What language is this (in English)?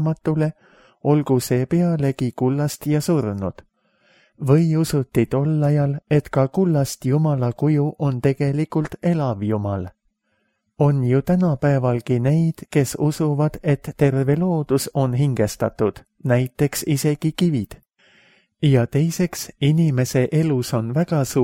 Estonian